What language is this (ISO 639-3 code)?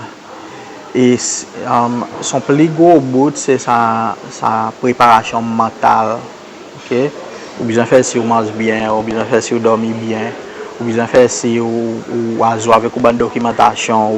crs